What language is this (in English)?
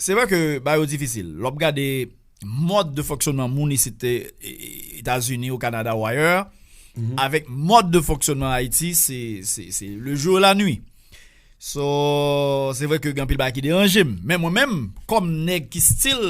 Haitian Creole